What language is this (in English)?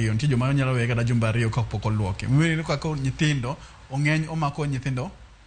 Luo (Kenya and Tanzania)